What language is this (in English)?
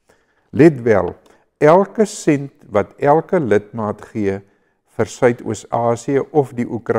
Afrikaans